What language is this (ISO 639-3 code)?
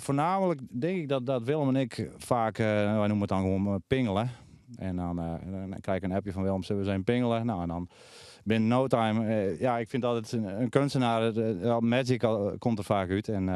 fry